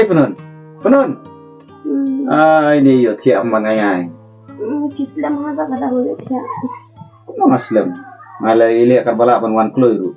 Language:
Khasi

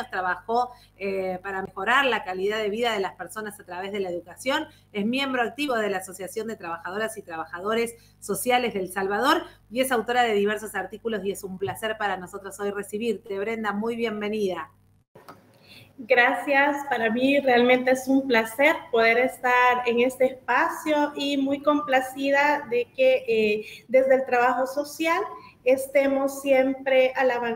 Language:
Spanish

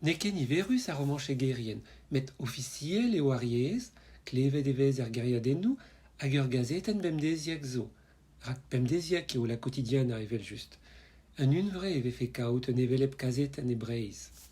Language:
Breton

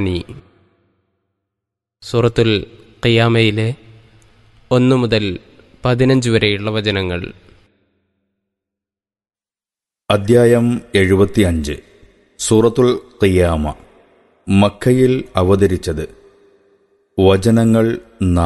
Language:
Malayalam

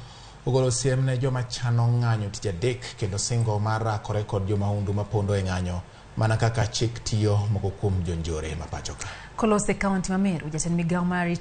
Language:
Luo (Kenya and Tanzania)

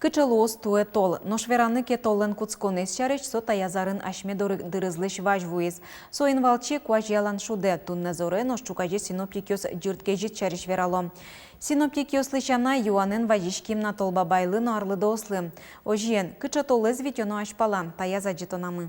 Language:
Udmurt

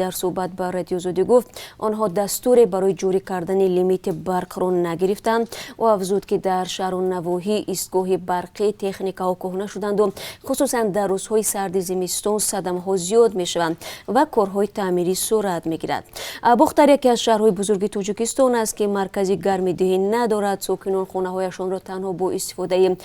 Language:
Tajik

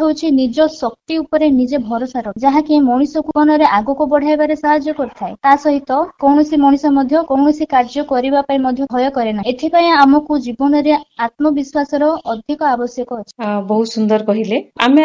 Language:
Odia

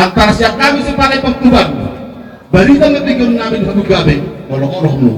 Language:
Batak Toba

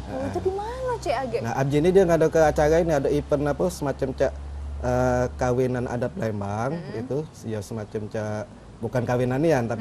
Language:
Musi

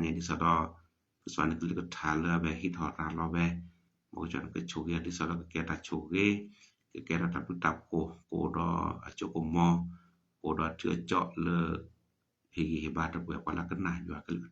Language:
S'gaw Karen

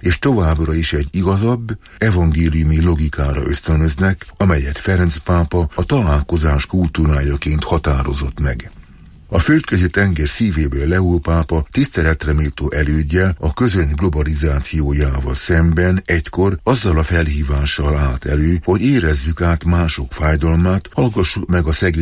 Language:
Hungarian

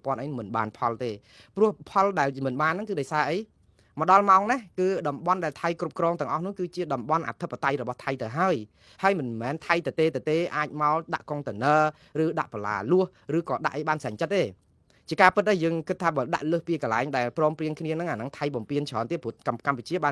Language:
Khmer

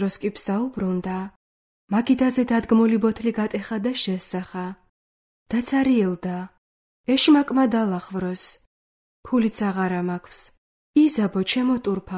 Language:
Georgian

